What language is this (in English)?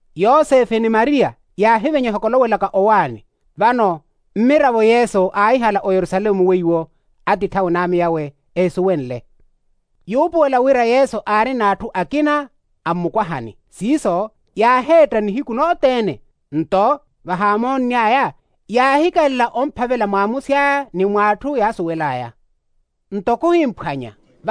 Makhuwa